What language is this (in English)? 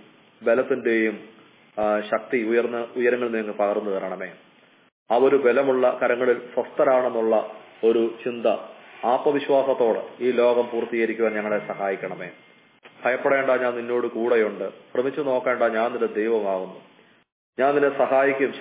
Malayalam